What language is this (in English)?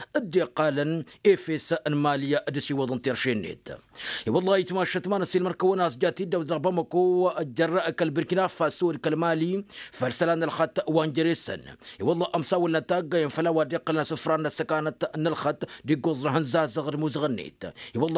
Tamasheq